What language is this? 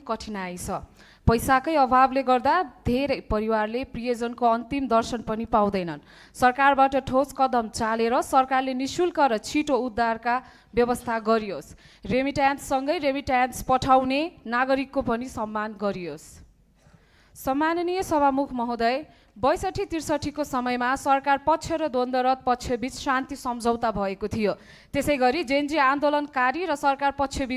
Nepali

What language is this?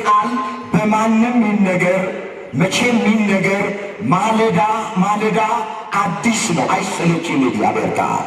Amharic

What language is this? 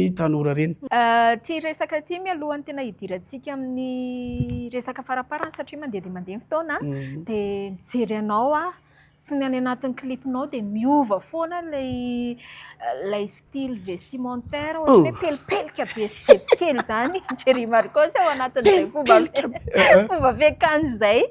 Malagasy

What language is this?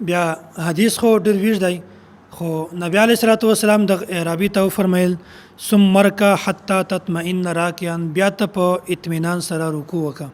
Pashto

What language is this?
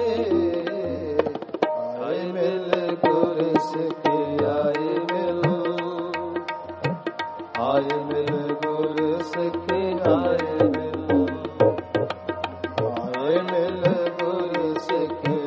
Punjabi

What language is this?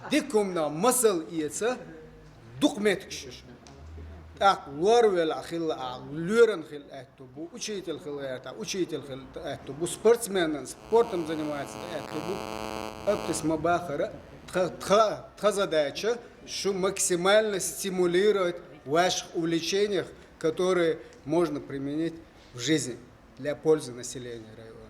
Chechen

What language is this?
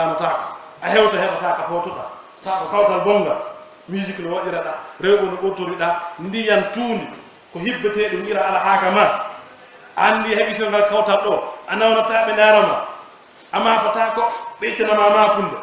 Pular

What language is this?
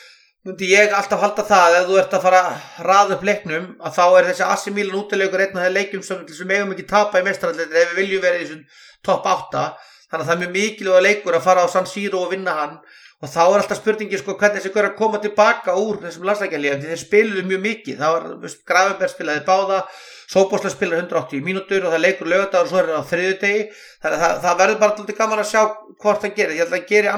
Icelandic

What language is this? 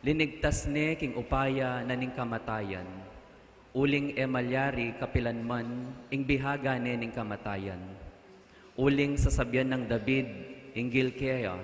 Pampanga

